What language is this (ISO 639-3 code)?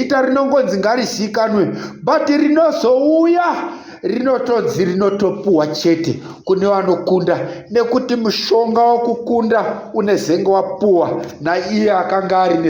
sna